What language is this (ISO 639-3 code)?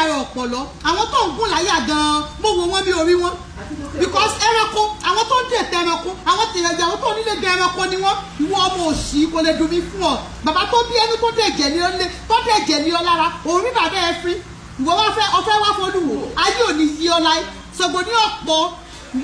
yor